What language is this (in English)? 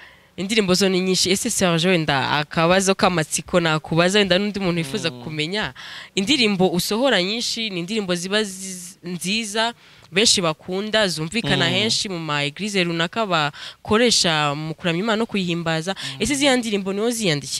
Kinyarwanda